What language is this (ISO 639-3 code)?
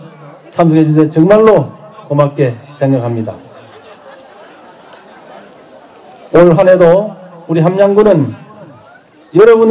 kor